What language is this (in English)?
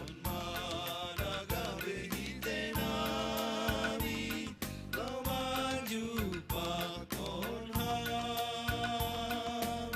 Batak Simalungun